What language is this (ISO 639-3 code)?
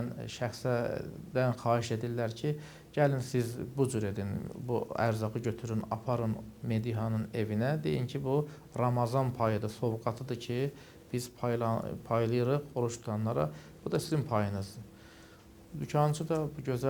aze